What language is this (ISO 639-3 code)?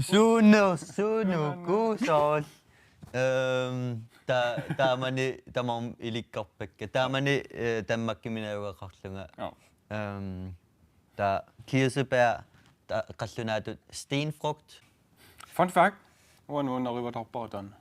kal